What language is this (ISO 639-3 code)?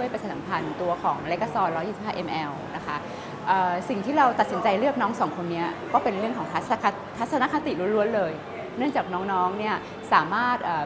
tha